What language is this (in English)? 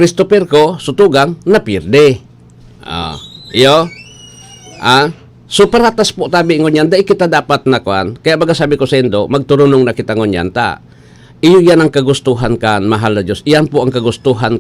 Bikol